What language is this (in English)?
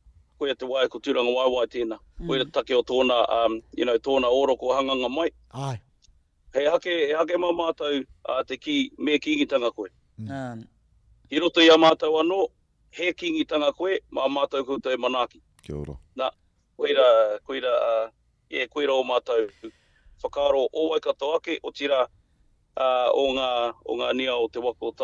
Māori